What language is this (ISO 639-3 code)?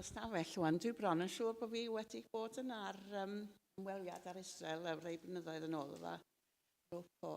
cym